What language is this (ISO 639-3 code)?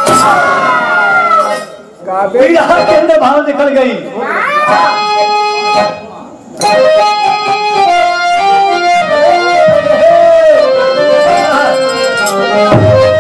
bho